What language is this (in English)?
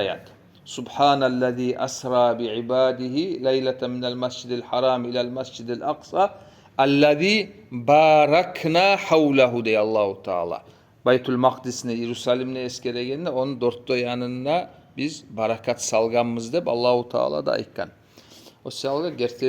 Kumyk